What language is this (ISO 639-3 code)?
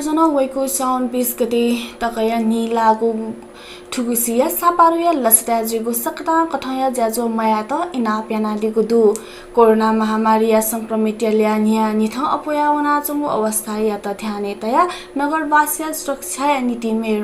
new